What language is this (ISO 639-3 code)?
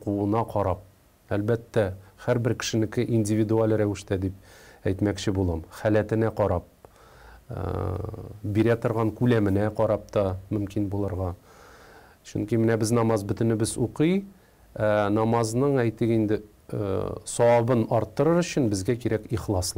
tat